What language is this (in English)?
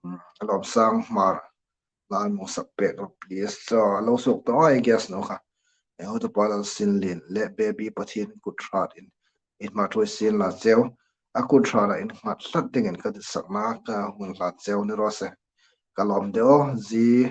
Hmar